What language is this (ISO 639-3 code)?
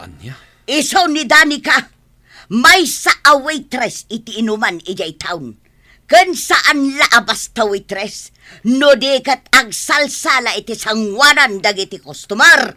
ilo